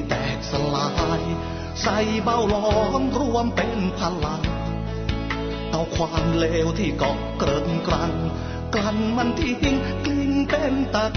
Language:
Thai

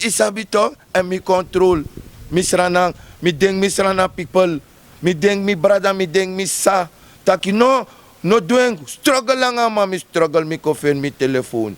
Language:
Sranan Tongo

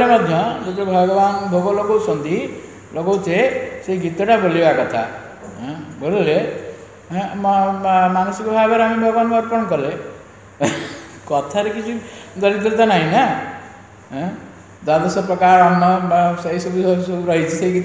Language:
Odia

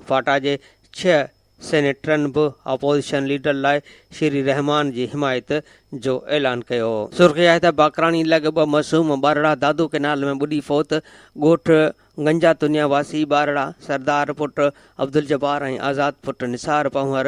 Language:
Sindhi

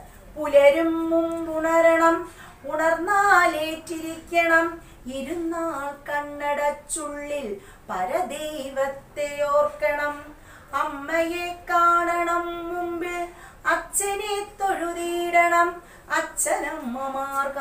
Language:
Malayalam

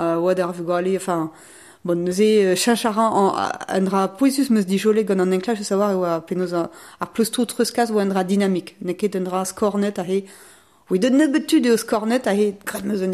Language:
Breton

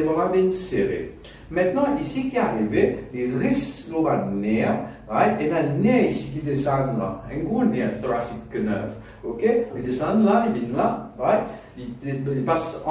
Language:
Morisyen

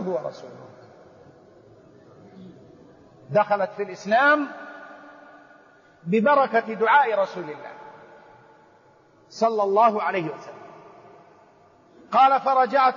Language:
Arabic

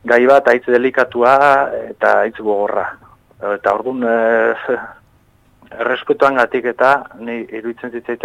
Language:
Basque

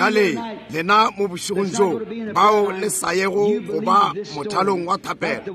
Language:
Northern Sotho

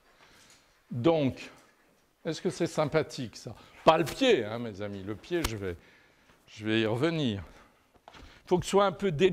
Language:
French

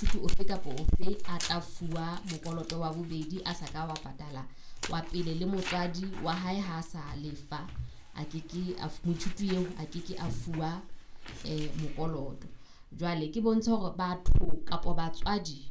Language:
Southern Sotho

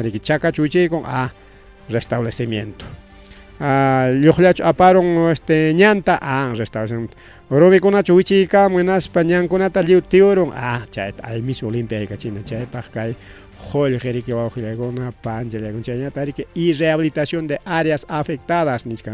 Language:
Ayacucho Quechua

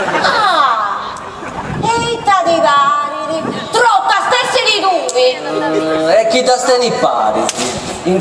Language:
Sardinian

